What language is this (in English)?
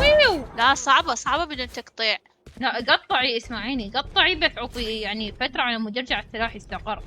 Mesopotamian Arabic